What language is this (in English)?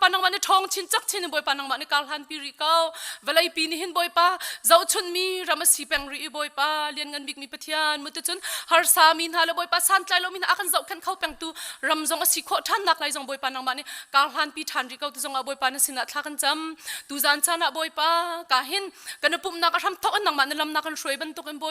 Hakha Chin